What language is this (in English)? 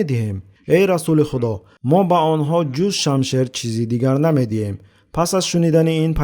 Tajik